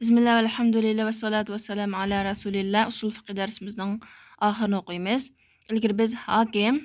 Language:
Uyghur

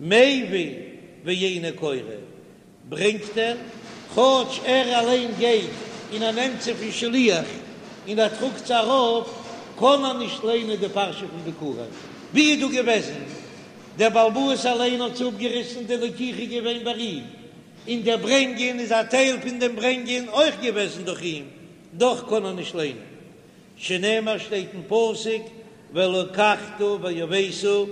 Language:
Yiddish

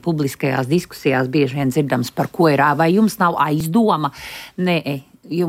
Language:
Latvian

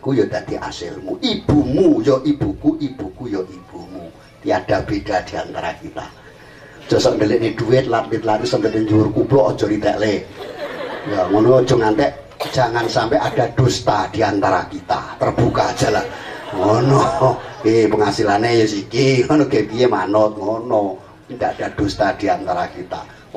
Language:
Javanese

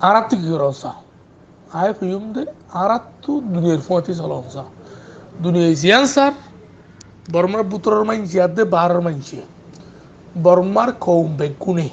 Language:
Rohingya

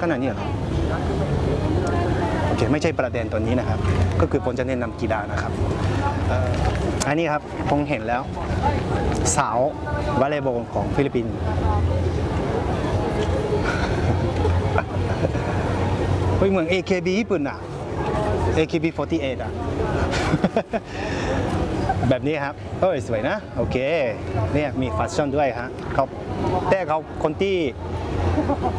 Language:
Thai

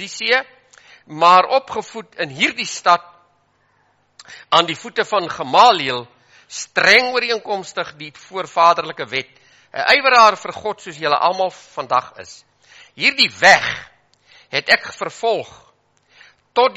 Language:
Afrikaans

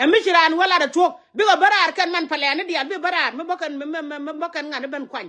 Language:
Nuer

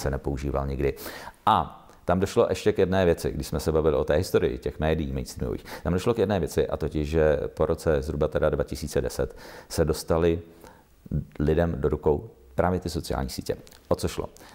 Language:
Czech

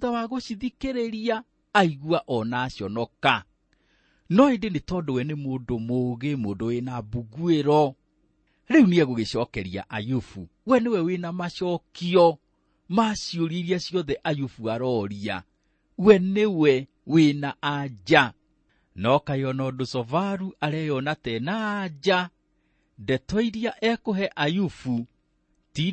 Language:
Kikuyu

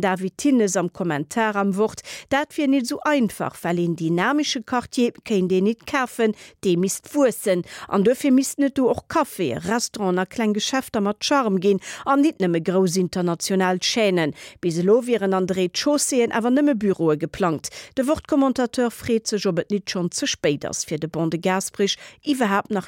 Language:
Luxembourgish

